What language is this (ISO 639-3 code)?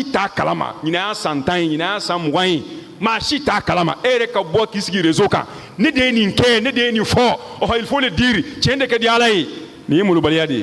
bam